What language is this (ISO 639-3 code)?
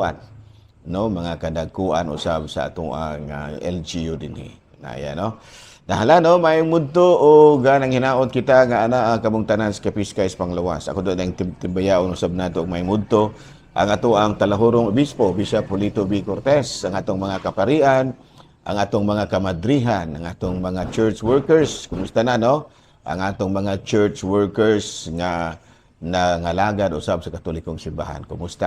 ceb